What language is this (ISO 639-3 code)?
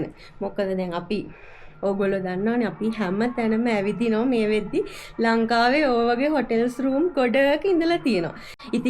sin